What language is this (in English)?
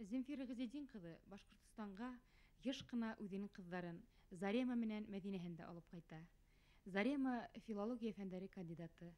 Bashkir